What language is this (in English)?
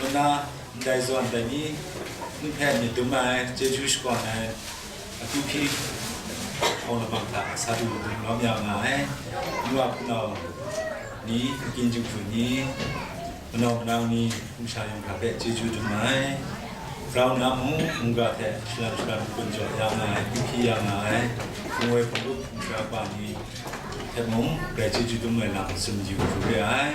Kachin